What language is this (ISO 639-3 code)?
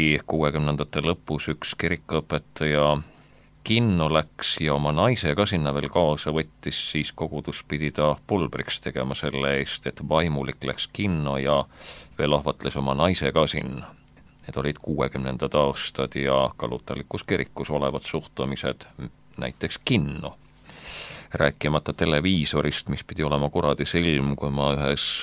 est